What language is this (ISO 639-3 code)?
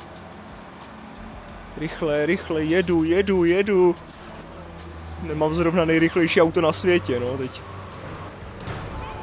ces